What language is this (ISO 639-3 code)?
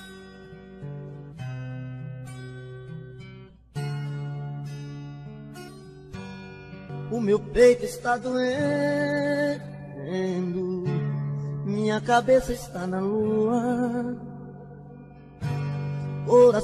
por